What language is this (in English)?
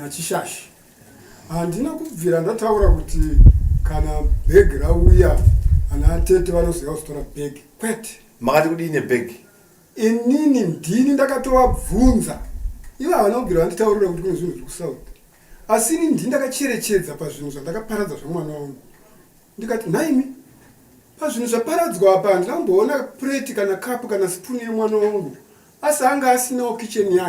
Shona